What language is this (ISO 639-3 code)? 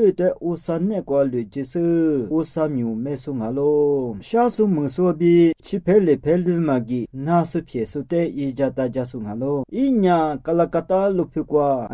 lis